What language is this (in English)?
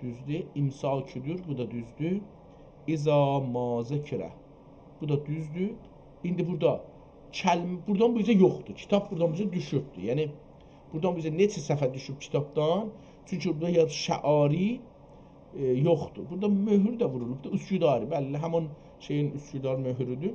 South Azerbaijani